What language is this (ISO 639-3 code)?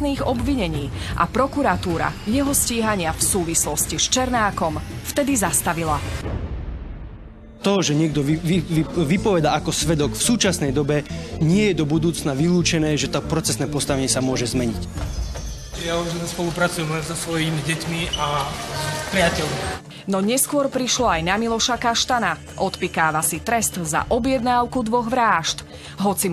slk